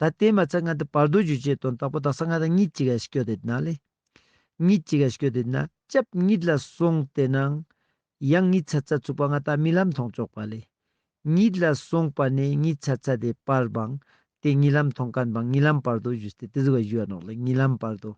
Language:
Ladakhi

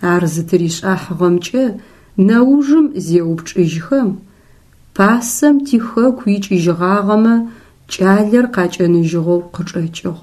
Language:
Adyghe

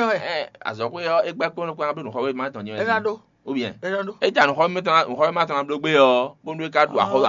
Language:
Fon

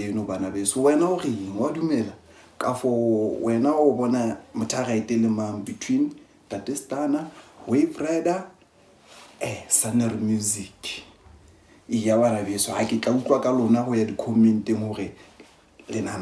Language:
Southern Sotho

